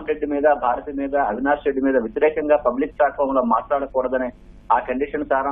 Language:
Telugu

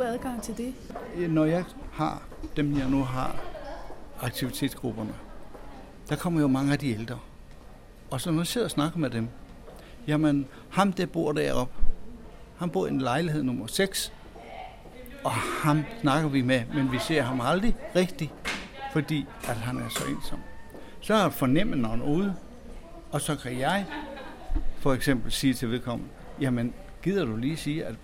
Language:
Danish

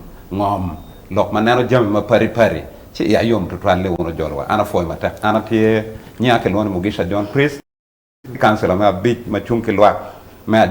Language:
Acoli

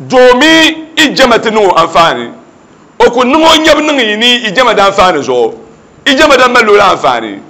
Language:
Dagbani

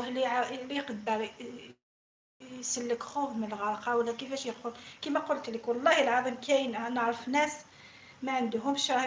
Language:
Algerian Arabic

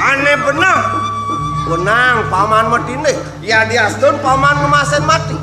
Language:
Balinese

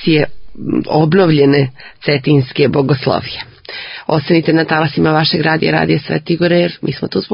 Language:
Serbian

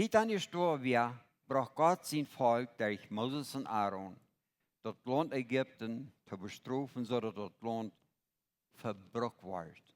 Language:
Plautdietsch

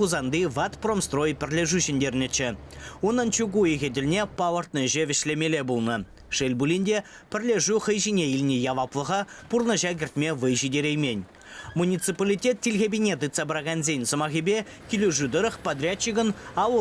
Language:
Chuvash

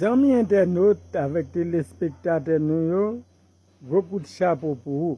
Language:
Haitian Creole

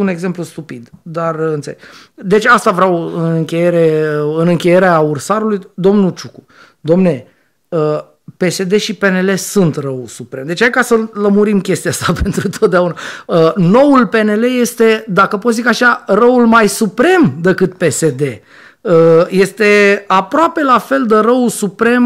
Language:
Romanian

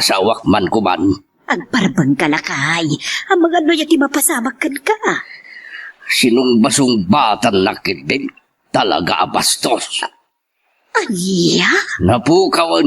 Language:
Iloko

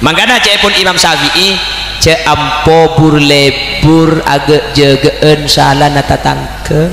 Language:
Madurese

